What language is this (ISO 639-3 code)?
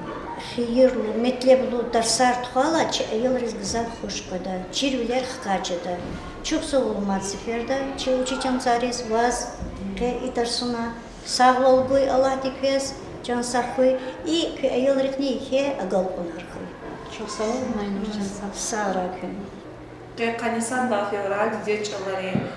lez